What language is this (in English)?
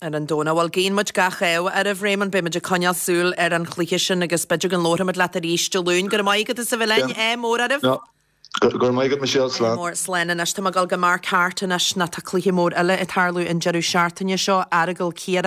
Irish